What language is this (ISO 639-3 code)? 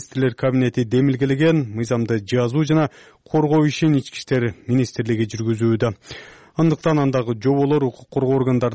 kir